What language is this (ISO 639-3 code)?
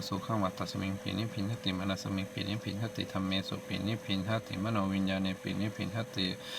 pli